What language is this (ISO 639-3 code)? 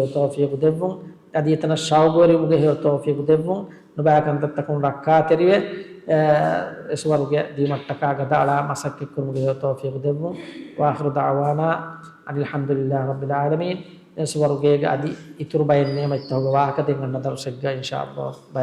div